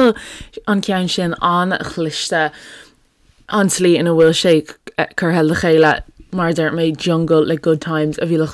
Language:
Irish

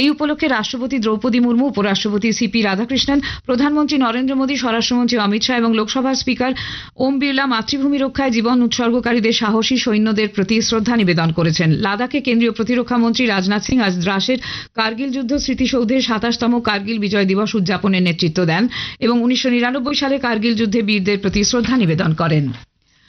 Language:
Bangla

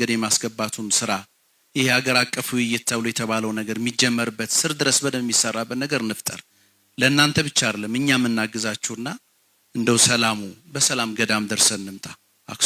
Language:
Amharic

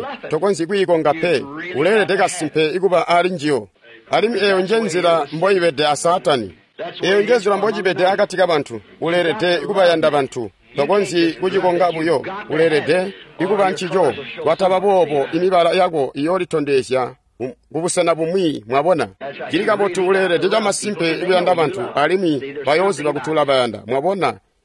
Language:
Tonga (Zambia)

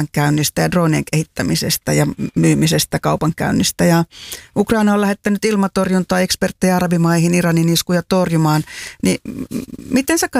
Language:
Finnish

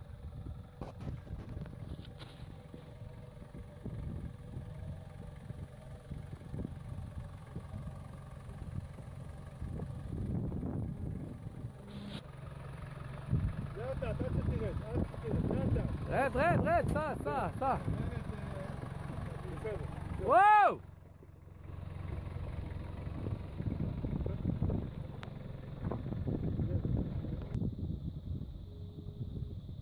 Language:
Hebrew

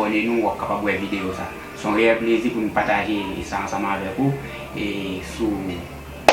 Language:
Haitian Creole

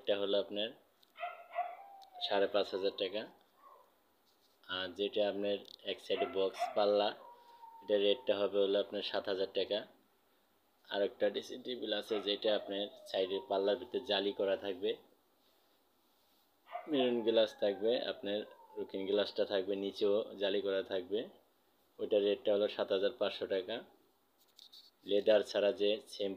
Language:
Bangla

